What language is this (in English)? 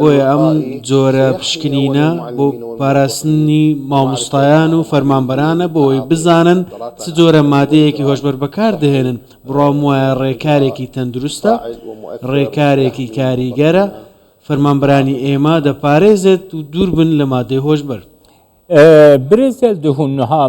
Central Kurdish